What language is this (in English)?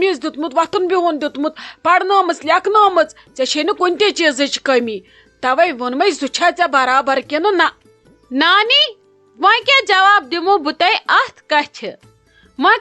Kashmiri